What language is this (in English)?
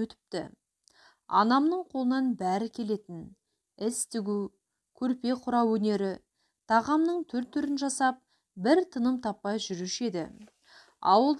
Kazakh